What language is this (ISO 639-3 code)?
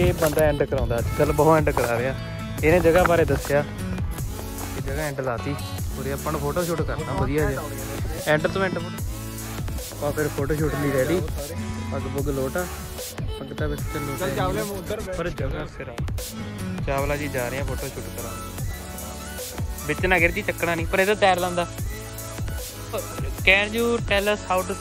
pan